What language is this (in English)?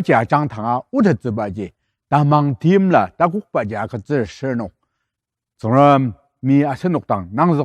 Ao Naga